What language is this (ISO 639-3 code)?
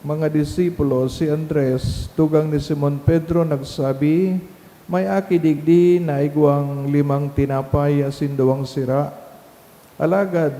bik